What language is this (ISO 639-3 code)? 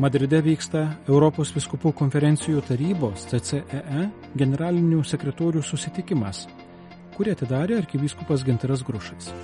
lit